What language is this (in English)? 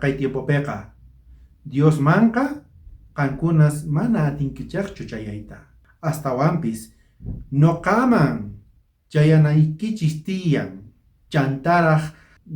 South Bolivian Quechua